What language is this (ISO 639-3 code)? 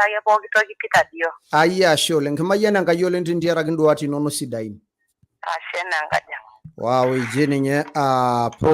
mas